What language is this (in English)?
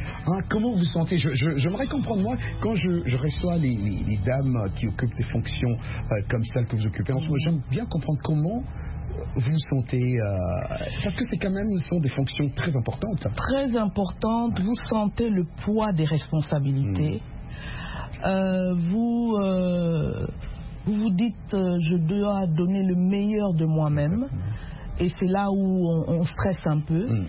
French